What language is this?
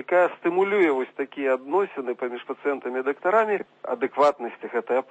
Belarusian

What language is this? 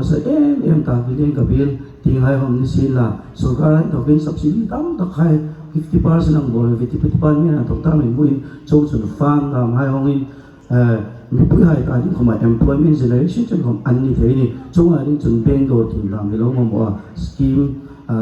Hmar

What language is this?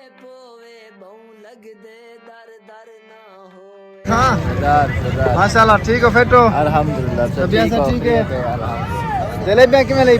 Saraiki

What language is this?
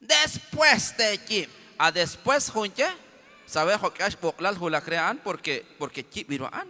Kekchí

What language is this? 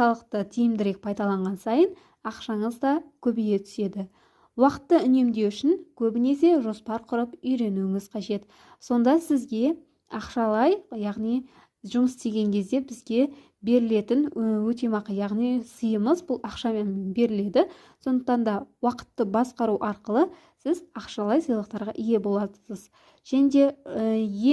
Kazakh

